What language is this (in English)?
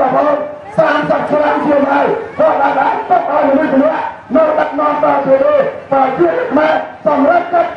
Khmer